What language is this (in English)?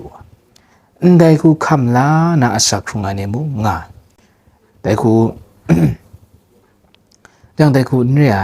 Kachin